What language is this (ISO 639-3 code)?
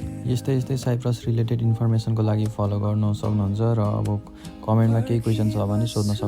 nep